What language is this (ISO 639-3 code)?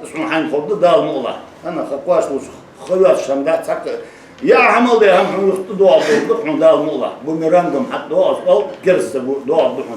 inh